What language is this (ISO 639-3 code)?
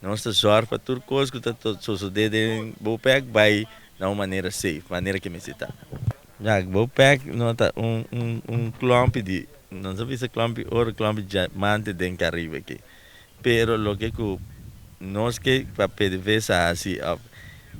pap